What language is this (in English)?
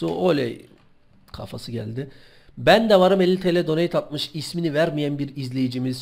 Turkish